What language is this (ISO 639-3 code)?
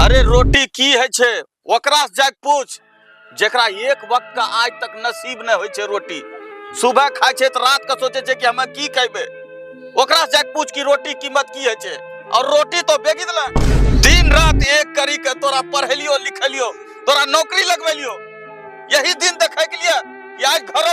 anp